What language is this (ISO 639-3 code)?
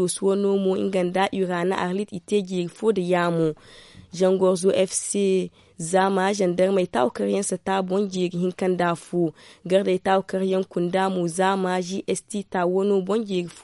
dje